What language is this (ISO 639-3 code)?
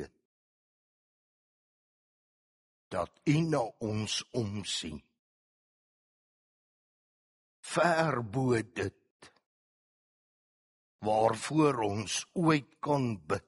afr